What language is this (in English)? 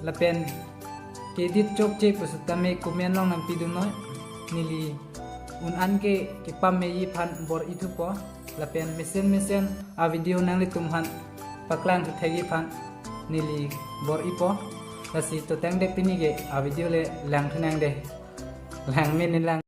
Karbi